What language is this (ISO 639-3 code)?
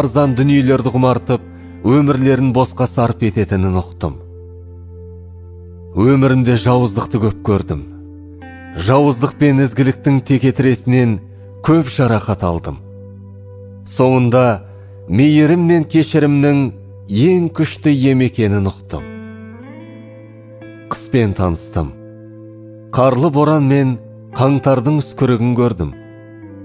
kaz